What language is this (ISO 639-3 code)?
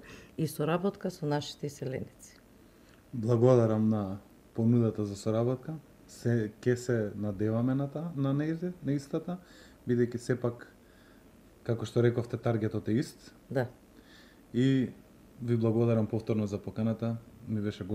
mkd